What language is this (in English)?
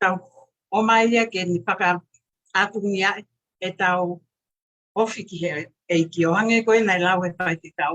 Tongan